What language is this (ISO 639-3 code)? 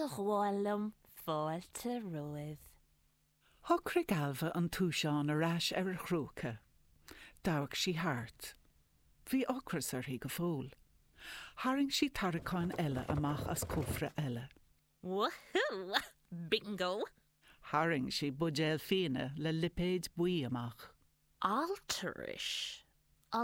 gle